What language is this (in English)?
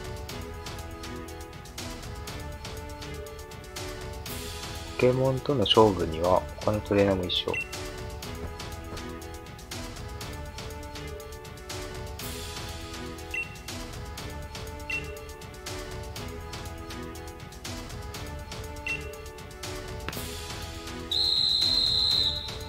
Japanese